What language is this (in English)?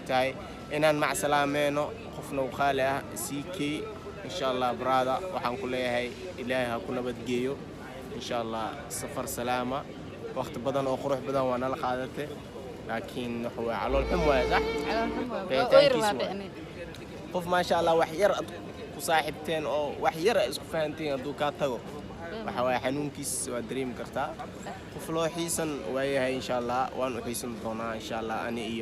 Somali